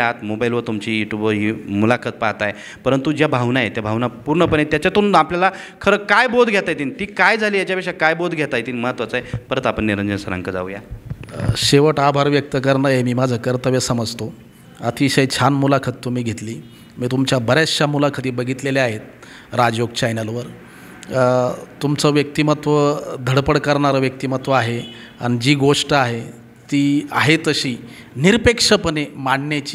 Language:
Marathi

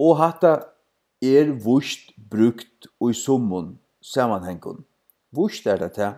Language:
Faroese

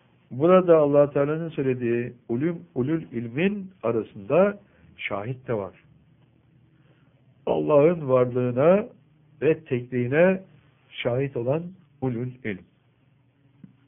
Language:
Turkish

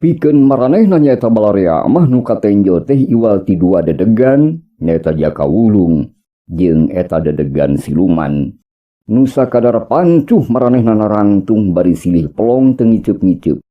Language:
Sundanese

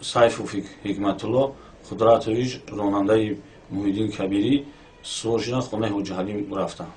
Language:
Tajik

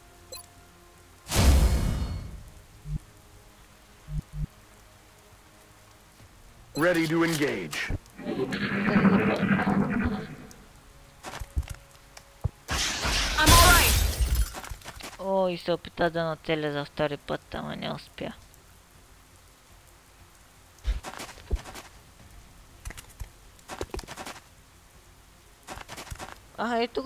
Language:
Bulgarian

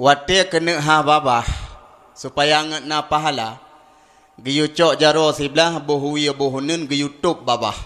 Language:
Achinese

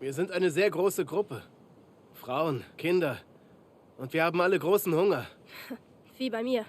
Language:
Bavarian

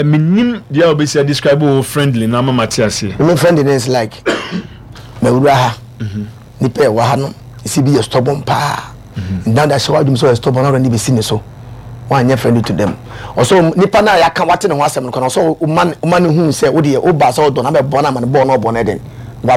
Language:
Akan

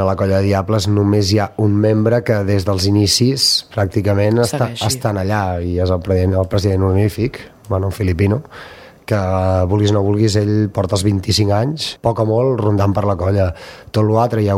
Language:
Catalan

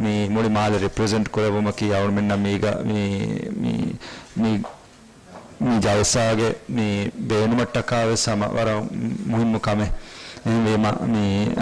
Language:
Divehi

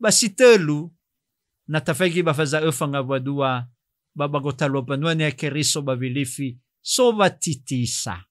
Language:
Nias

